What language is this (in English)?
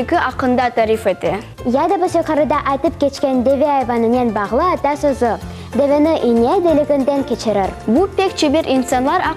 Crimean Tatar